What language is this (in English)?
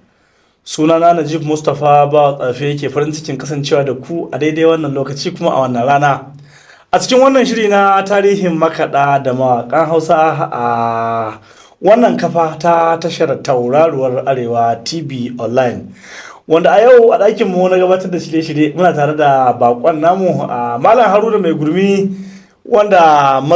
Hausa